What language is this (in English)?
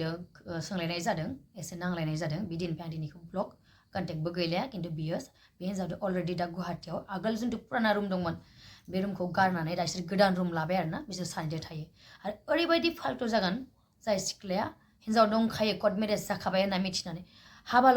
Bodo